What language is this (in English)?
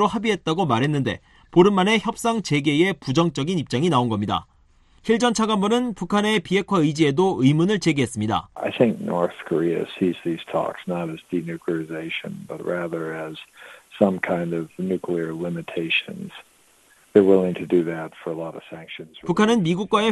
Korean